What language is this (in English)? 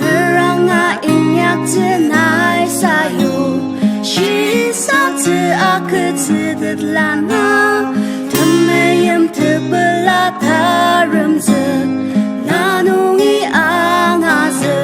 Ao Naga